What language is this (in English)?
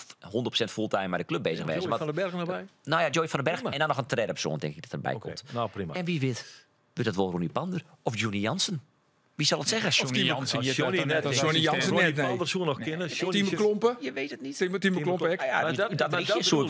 Western Frisian